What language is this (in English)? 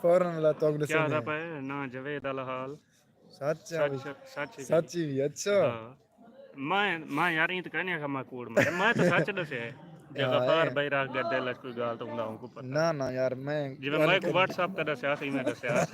Saraiki